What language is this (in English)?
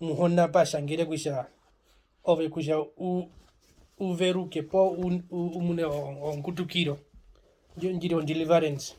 Herero